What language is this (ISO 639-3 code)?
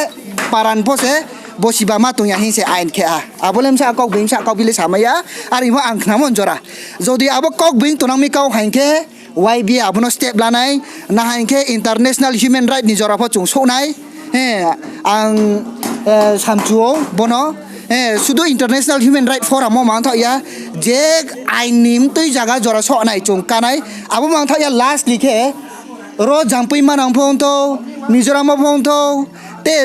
ria